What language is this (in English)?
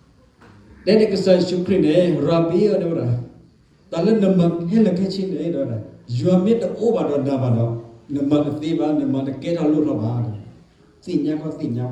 S'gaw Karen